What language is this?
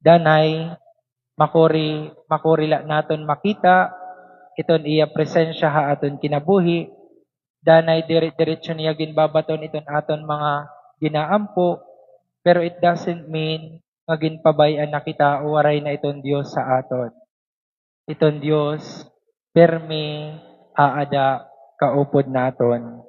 Waray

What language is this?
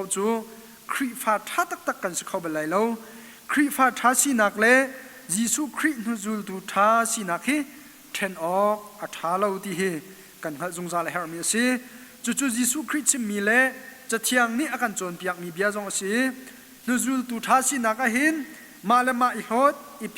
Hakha Chin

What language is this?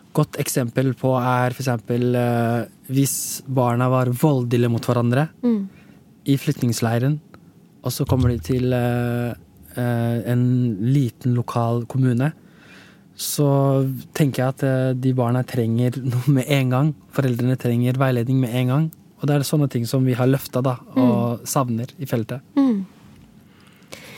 Norwegian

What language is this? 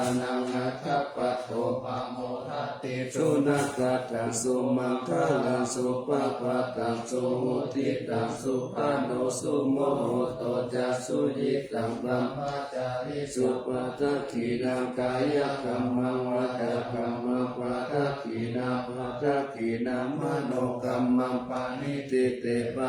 Pali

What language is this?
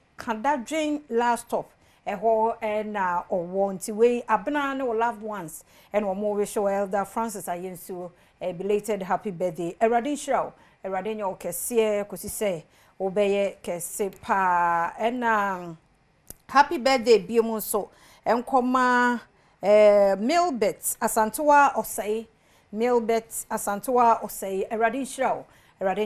Akan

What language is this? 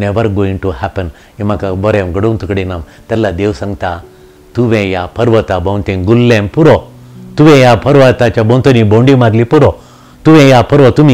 Konkani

